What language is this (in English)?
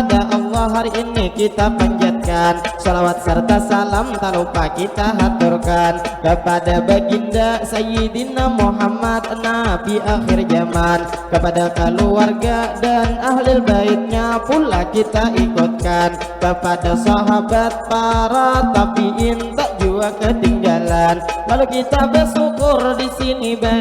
Banjar